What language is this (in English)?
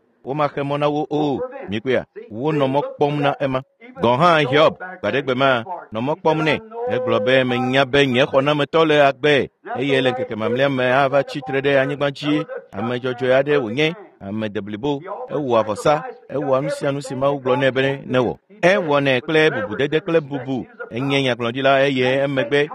Ewe